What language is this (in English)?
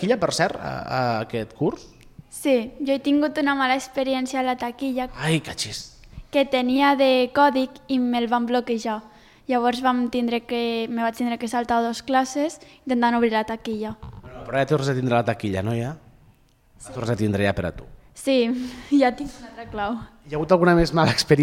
Catalan